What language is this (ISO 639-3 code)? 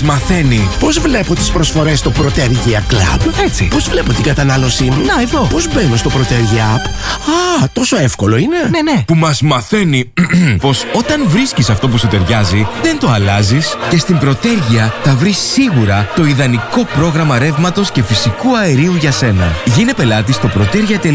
ell